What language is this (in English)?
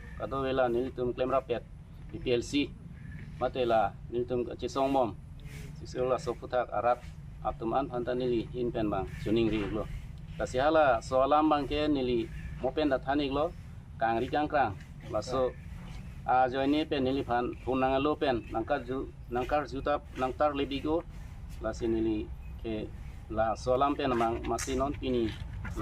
Karbi